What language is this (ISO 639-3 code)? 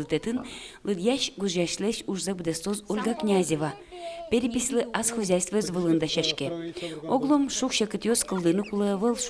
udm